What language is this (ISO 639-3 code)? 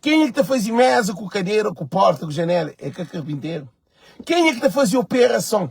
kea